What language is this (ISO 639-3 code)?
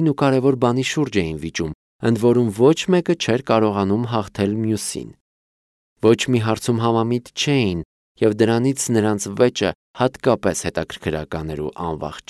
hye